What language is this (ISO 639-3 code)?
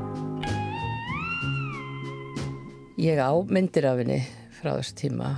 isl